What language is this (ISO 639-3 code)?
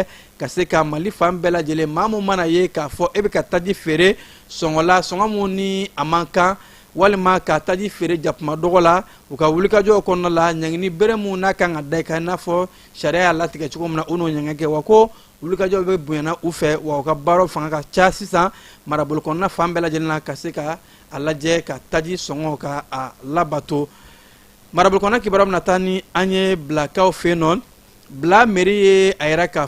bam